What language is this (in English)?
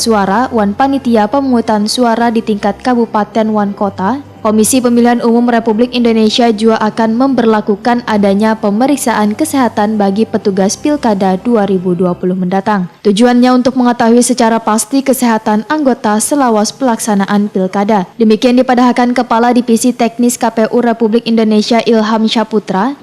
Banjar